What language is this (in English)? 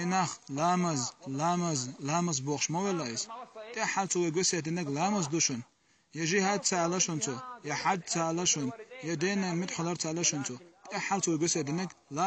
Chechen